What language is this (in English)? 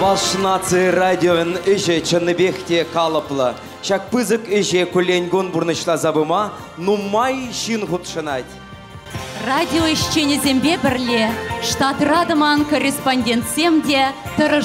Chuvash